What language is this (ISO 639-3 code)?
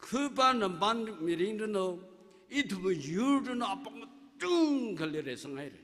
nmf